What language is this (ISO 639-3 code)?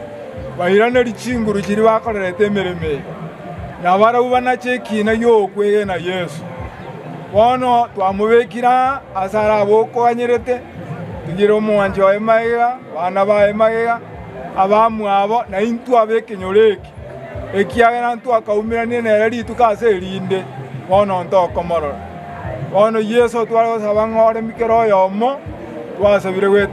guz